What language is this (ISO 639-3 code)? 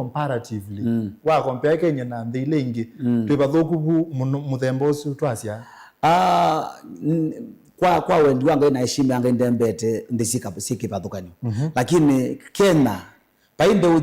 kam